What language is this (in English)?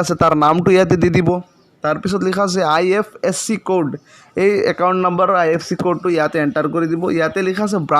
Assamese